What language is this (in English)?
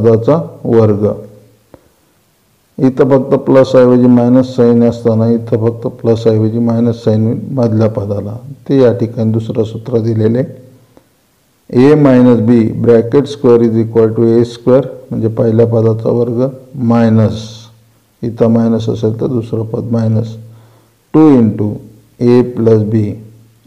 Marathi